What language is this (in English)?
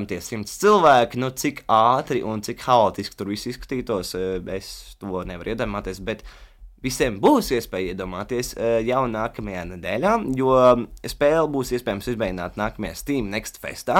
Latvian